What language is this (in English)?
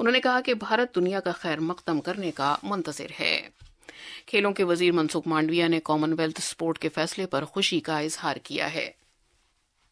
Urdu